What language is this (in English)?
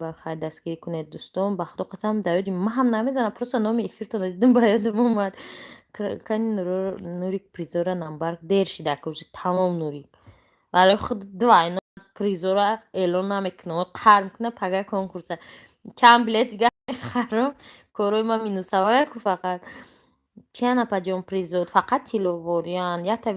Tajik